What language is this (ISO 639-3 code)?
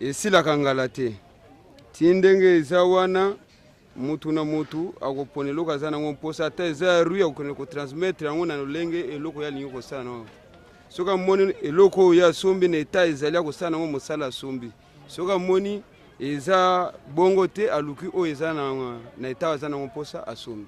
lin